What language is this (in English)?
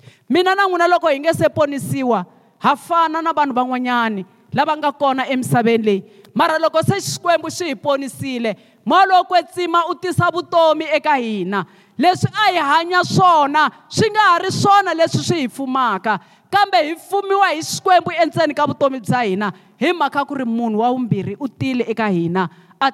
Tsonga